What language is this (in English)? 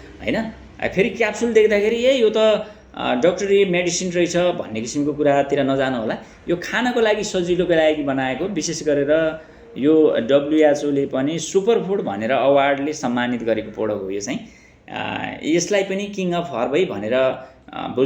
Nepali